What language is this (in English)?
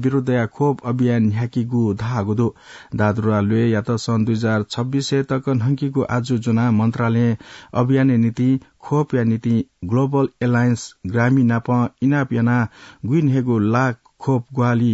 Newari